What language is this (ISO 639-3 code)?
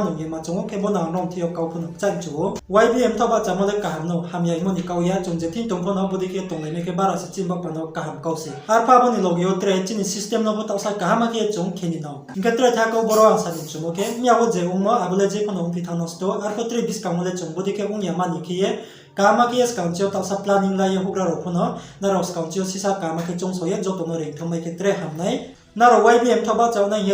ria